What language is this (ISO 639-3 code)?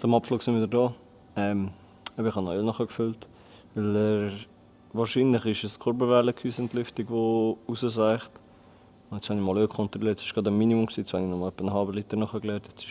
gsw